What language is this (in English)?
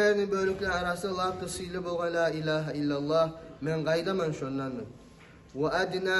Kumyk